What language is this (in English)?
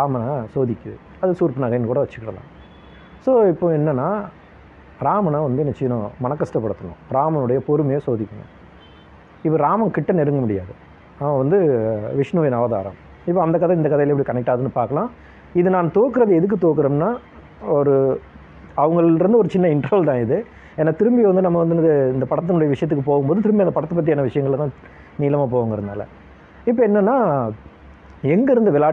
Tamil